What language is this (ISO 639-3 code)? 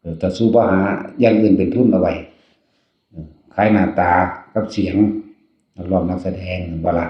tts